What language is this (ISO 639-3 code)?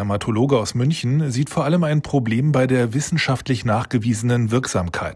deu